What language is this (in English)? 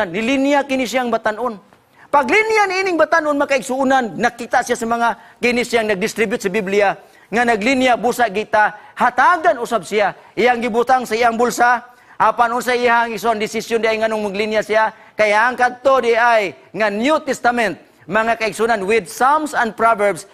Cebuano